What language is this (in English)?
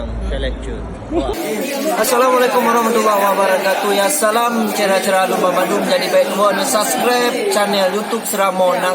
Achinese